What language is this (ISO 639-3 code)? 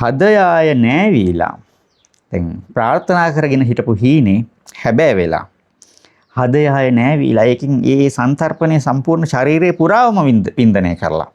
sin